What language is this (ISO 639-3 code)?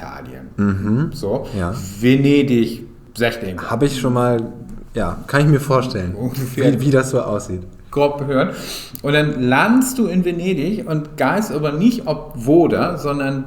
nds